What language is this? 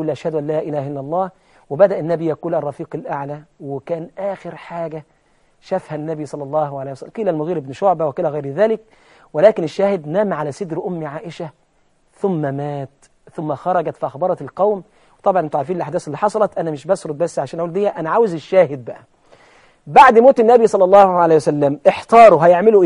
Egyptian Arabic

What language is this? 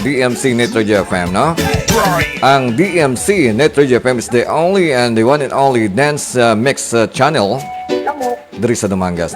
Hiligaynon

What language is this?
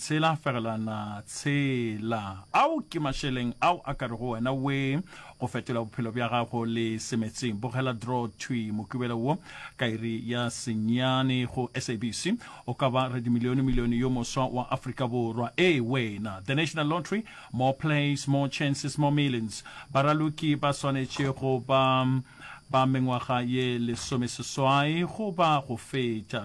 Northern Sotho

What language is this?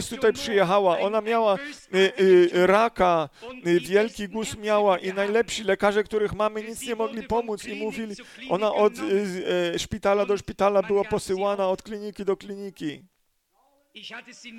Polish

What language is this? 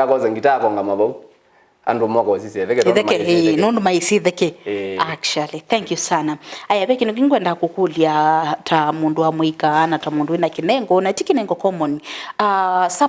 Kamba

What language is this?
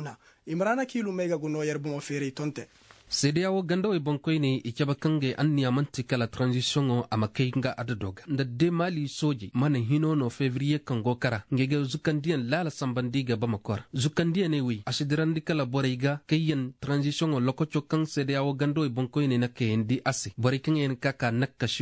Koyraboro Senni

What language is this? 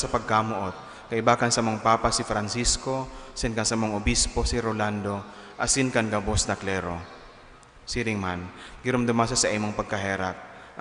Bikol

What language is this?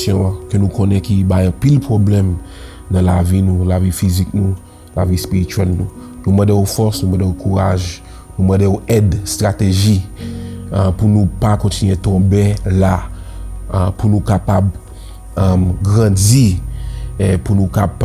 Haitian Creole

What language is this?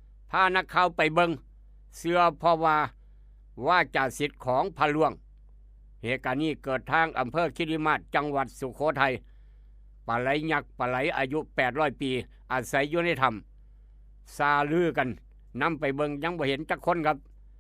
Northeastern Thai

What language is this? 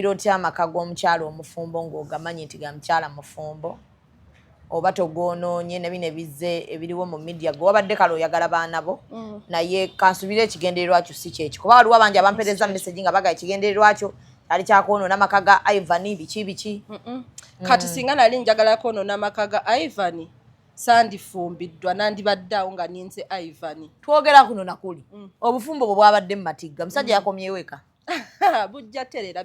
Ganda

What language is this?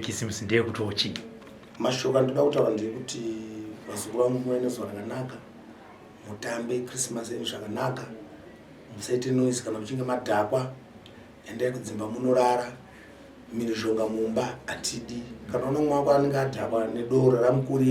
Shona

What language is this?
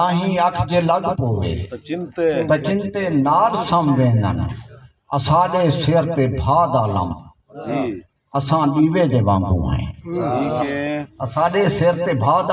Saraiki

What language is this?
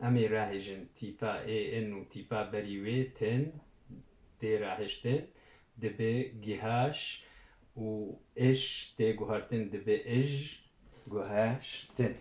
Kurdish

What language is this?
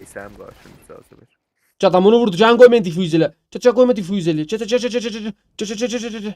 South Azerbaijani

